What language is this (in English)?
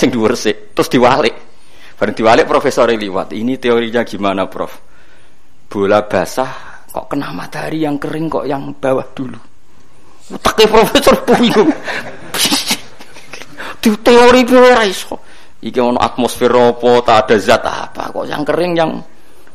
Javanese